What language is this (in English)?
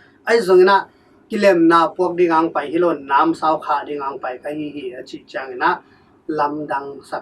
Tedim Chin